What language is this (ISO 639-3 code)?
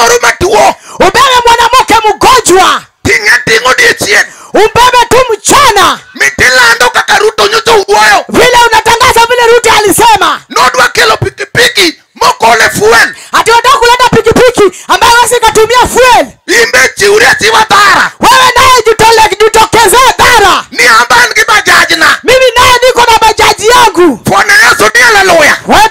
luo